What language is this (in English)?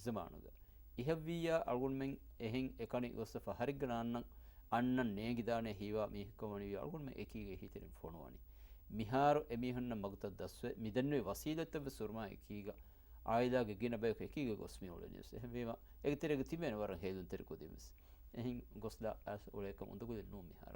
Divehi